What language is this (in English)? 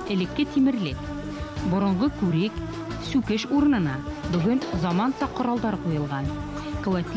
Bashkir